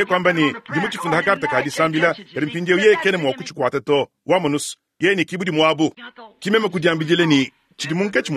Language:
Luba-Lulua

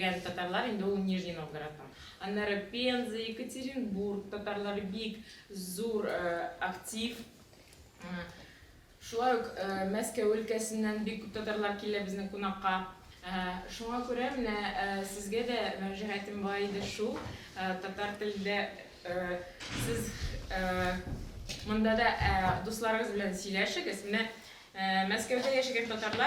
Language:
Tatar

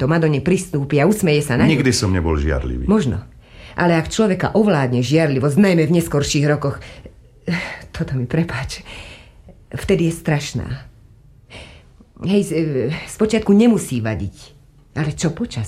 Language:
Slovak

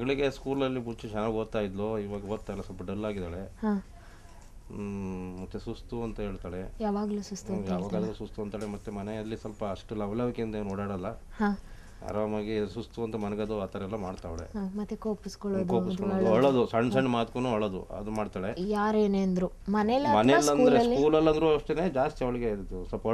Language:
Kannada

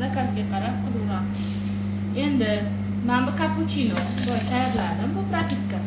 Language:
Uzbek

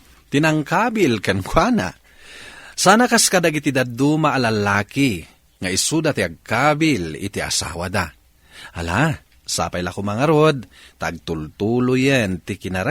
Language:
Iloko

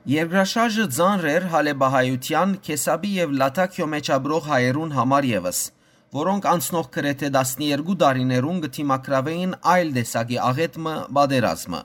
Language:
Western Armenian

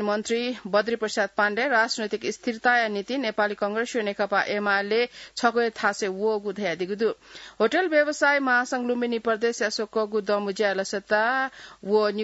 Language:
Newari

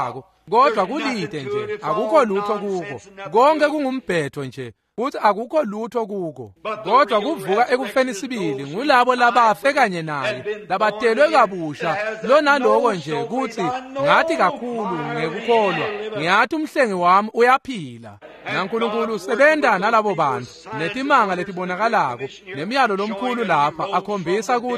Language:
Swati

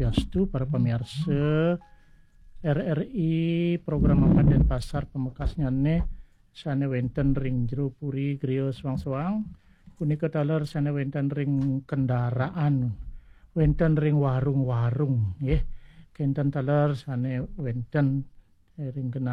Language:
Balinese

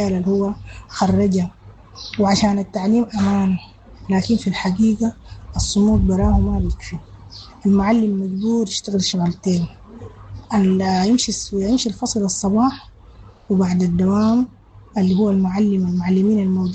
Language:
Sudanese Arabic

